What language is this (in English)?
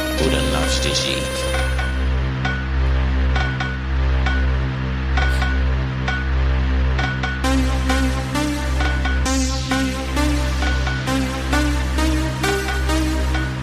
Czech